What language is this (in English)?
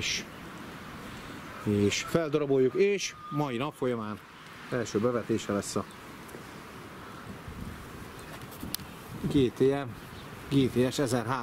Hungarian